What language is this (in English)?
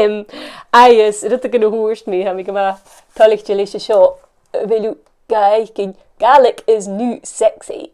Scottish Gaelic